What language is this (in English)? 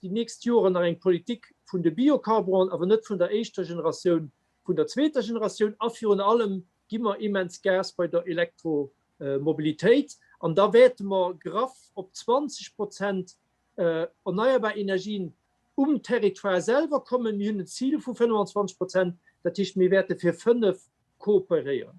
Luxembourgish